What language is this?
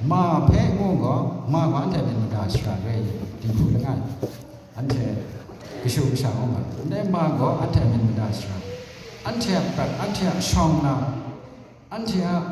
Kachin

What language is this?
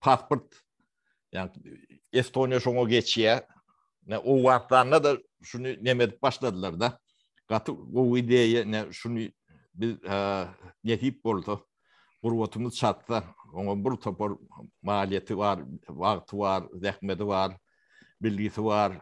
Turkmen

